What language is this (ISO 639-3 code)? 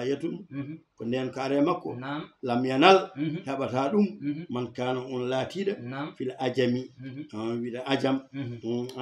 ful